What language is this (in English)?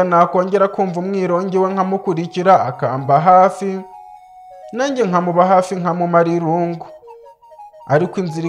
Kinyarwanda